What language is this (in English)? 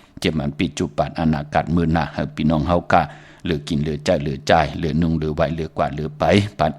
Shan